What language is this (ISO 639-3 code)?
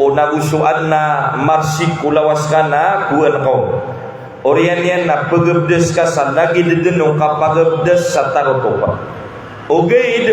mrw